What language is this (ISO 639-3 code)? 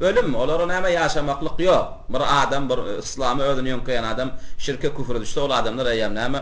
tuk